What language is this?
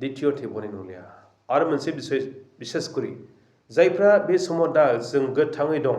Bodo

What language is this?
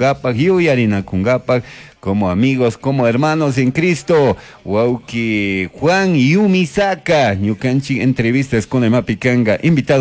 Chimborazo Highland Quichua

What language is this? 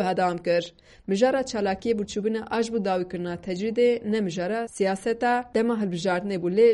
Kurdish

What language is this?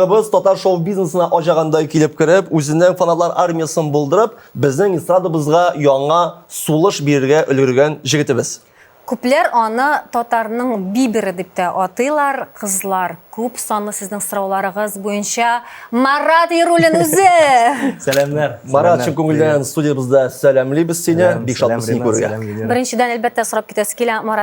Tatar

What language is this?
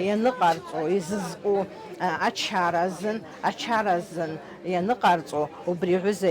Abkhazian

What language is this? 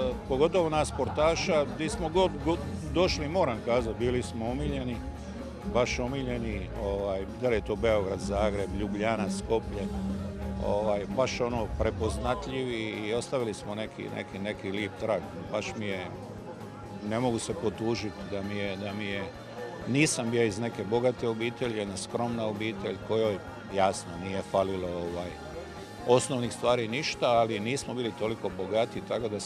Croatian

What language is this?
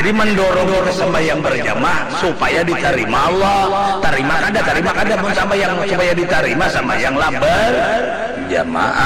Banjar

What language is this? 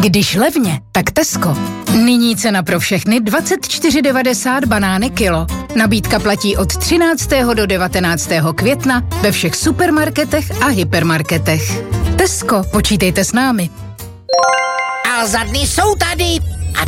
Czech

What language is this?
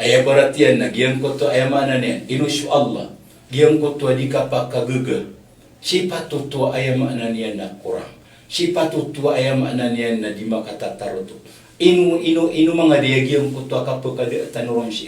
Maranao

